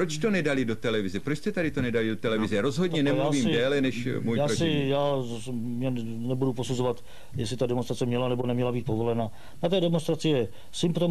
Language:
Czech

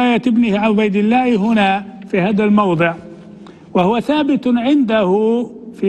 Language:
Arabic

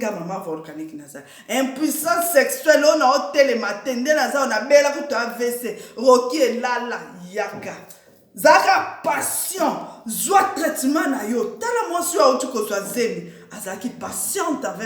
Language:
Lingala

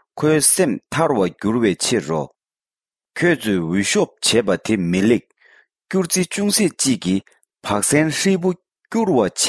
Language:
Tibetan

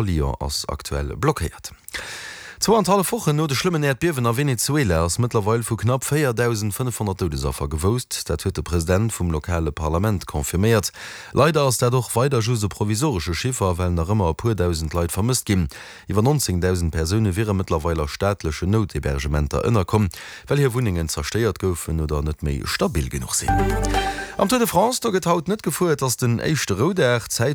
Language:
Luxembourgish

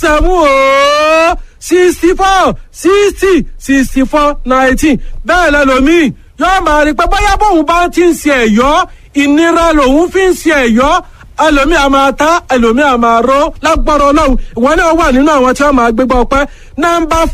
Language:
Yoruba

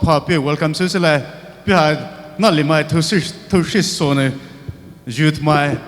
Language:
Poumei Naga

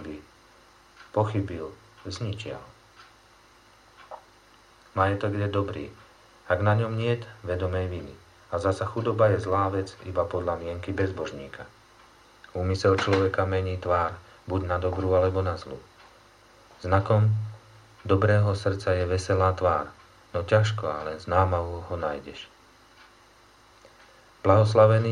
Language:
Slovak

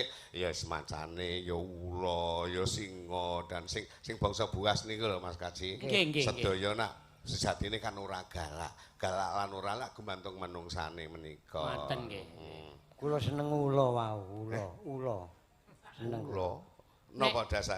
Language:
Javanese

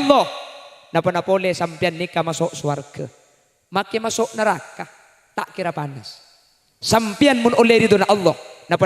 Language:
Madurese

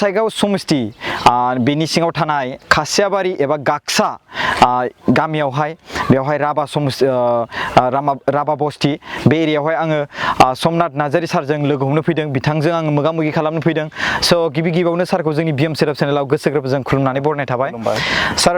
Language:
Bodo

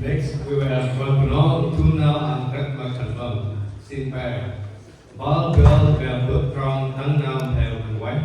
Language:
Central Mnong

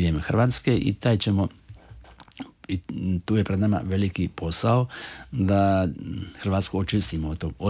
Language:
Croatian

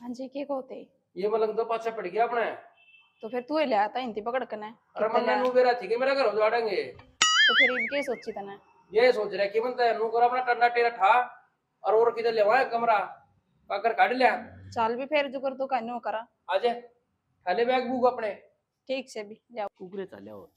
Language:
Haryanvi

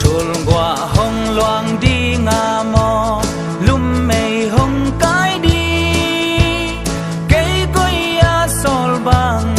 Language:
Tedim Chin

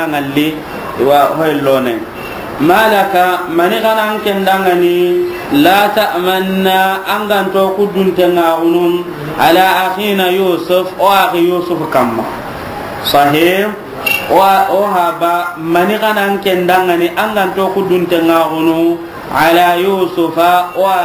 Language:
Soninke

